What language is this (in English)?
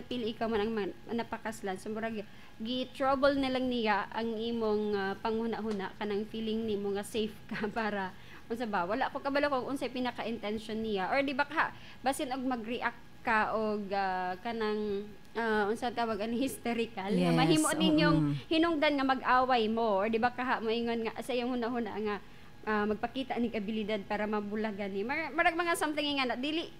Cebuano